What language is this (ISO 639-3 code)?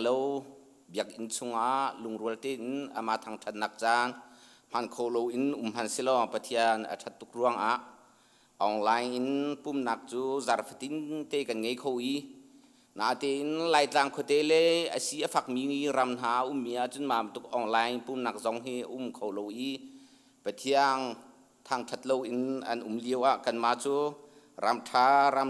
cnh